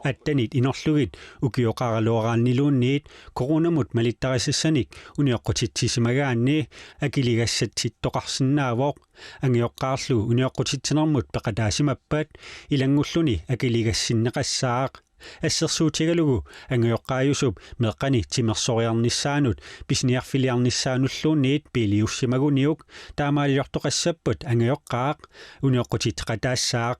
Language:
Kalaallisut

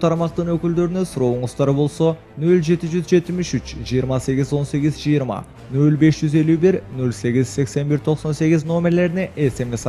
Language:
Kyrgyz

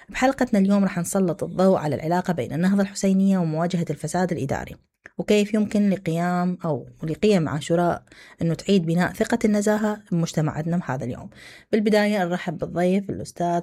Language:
Mesopotamian Arabic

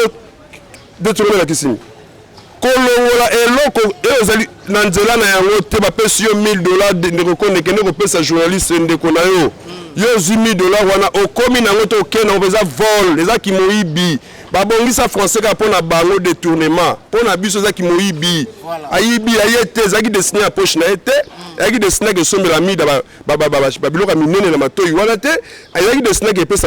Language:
Lingala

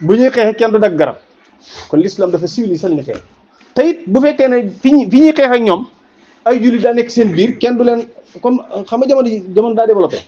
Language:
Wolof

